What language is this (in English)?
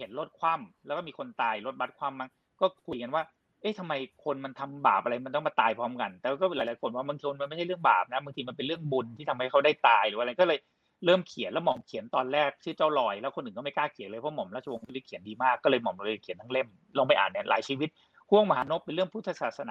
Thai